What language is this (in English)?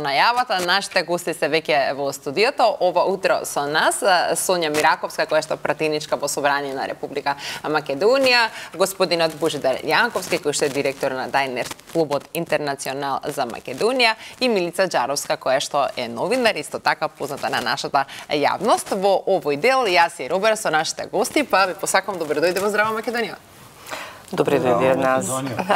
Macedonian